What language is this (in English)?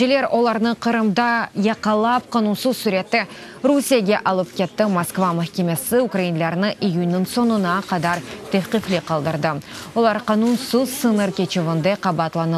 Crimean Tatar